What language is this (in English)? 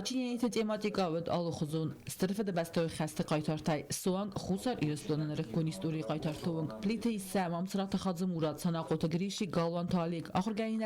Ossetic